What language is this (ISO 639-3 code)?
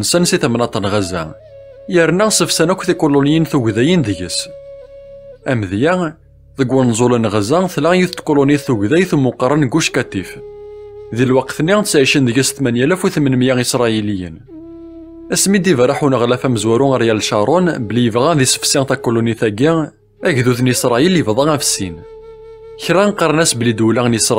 kab